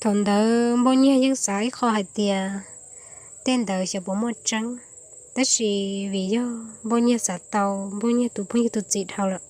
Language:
Hmong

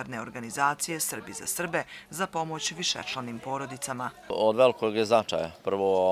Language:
Bosnian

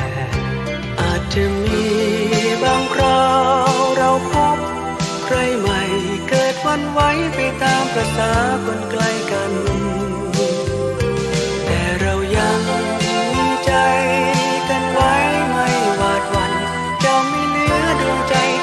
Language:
Thai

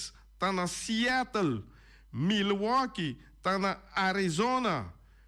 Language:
Papiamento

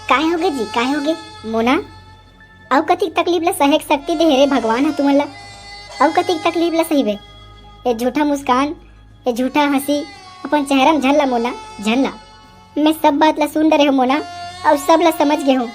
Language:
Chhattisgarhi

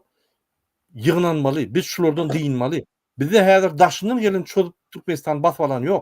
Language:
Turkmen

